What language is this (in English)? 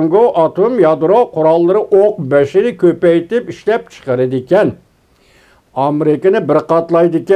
Uyghur